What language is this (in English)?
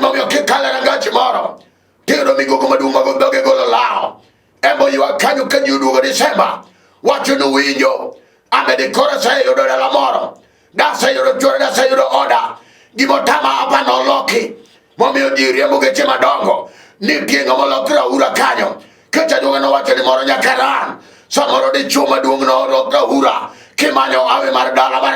Luo (Kenya and Tanzania)